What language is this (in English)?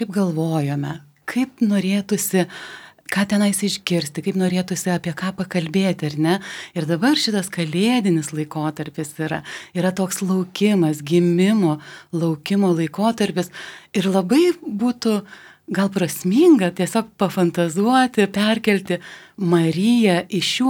Lithuanian